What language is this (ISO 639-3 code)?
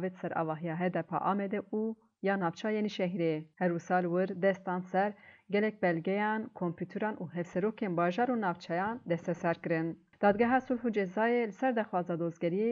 kur